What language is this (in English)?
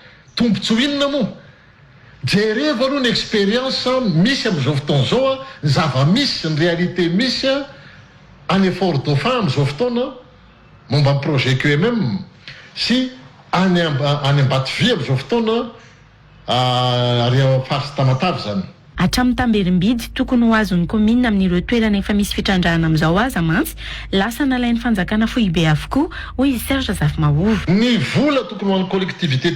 Malagasy